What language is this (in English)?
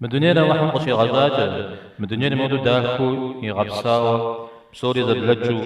Kabardian